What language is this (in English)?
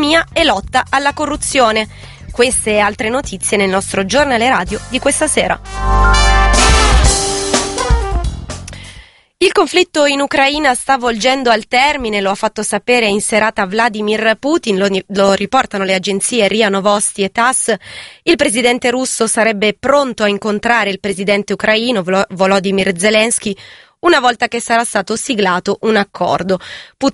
Italian